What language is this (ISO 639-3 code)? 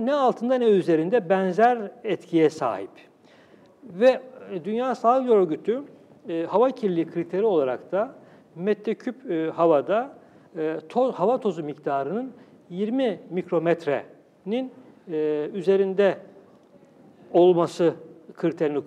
tur